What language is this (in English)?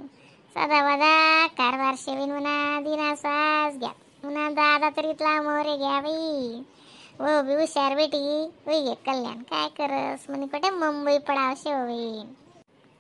Khandesi